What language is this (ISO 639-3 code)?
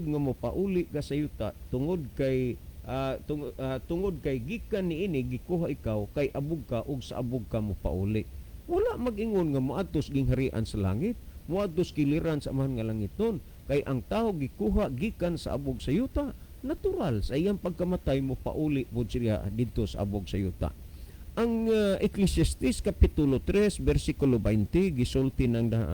ceb